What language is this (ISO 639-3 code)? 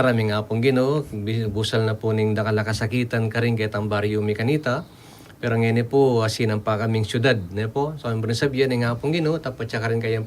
pam